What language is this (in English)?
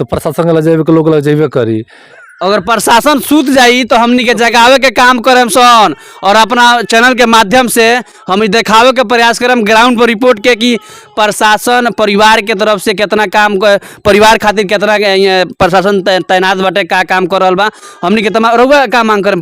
Bhojpuri